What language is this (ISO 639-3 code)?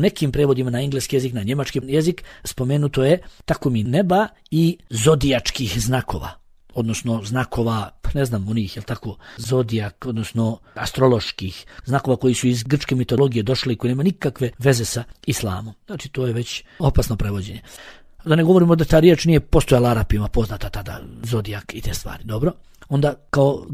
bos